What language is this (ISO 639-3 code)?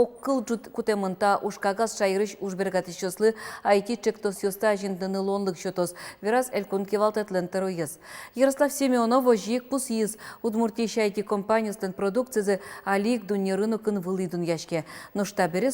udm